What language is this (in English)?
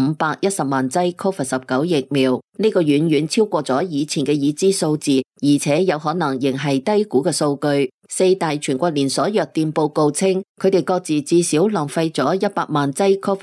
Cantonese